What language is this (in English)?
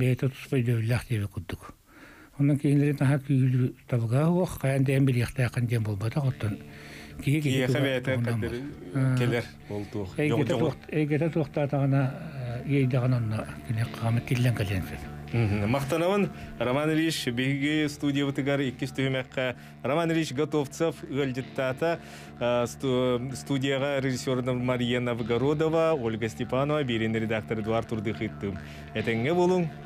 Yakut